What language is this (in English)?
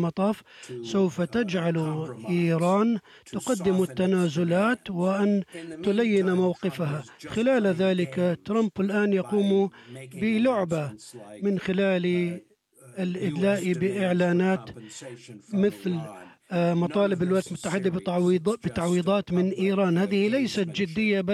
Arabic